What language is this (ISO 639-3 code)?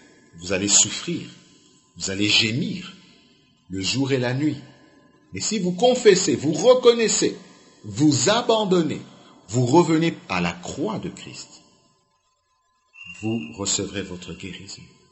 fra